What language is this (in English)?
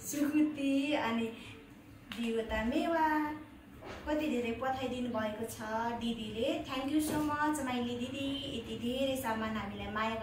Nepali